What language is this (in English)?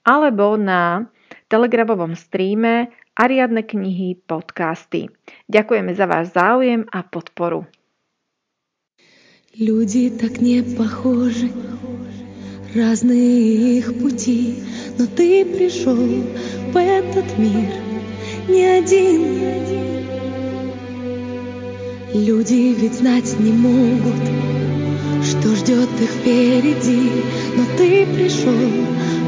Slovak